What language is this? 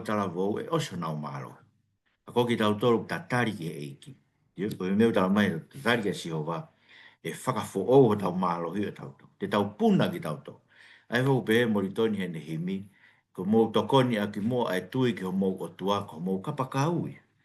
Tongan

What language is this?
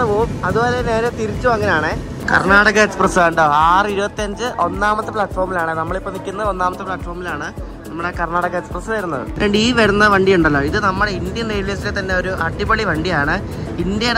Malayalam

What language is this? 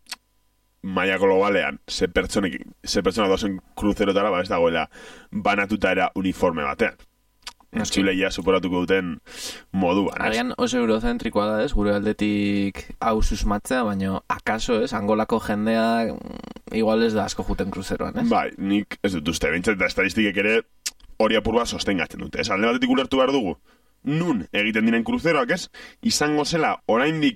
Basque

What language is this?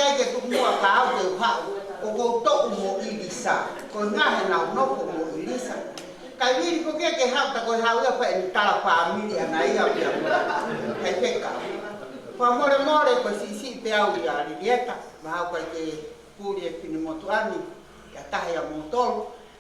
Tongan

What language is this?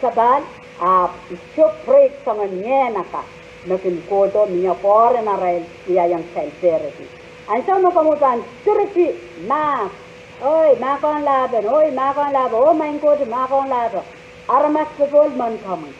Pohnpeian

